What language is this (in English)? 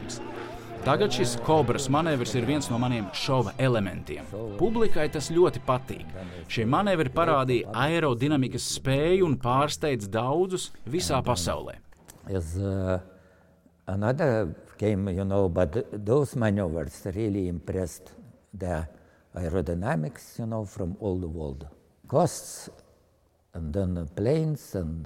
Latvian